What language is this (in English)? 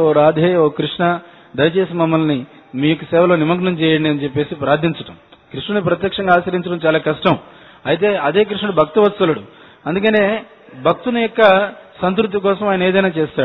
Telugu